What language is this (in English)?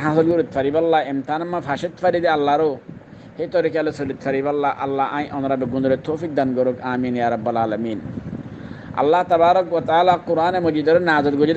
Rohingya